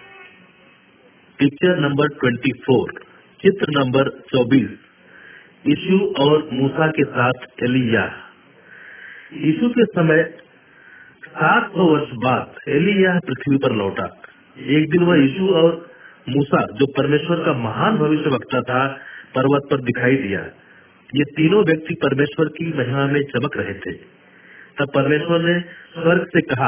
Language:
Hindi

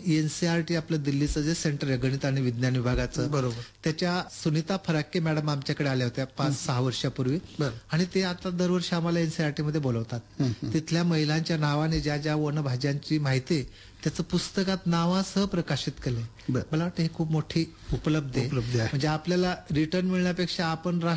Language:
Marathi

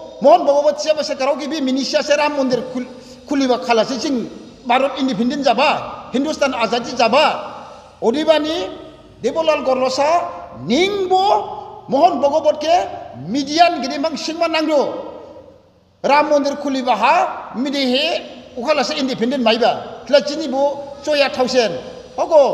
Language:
Dimasa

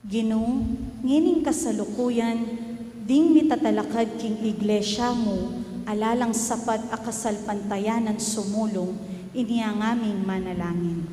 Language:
Pampanga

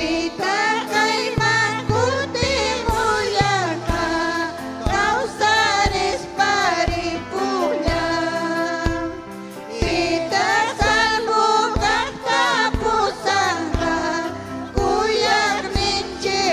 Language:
Ayacucho Quechua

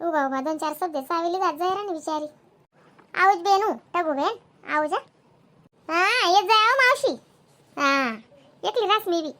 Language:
Khandesi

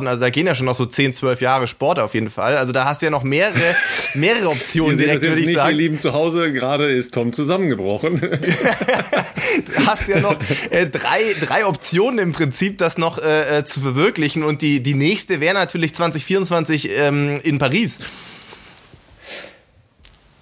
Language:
German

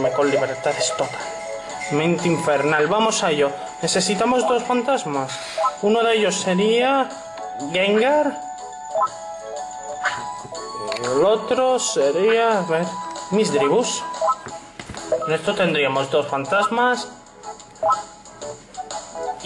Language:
Spanish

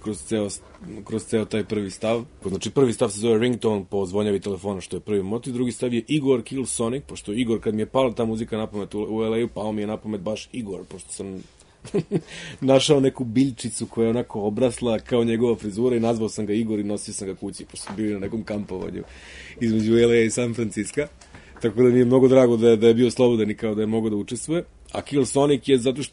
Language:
Serbian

